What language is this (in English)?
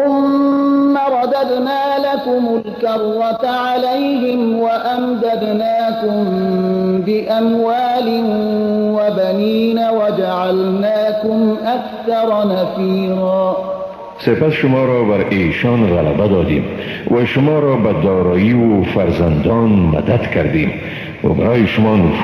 Persian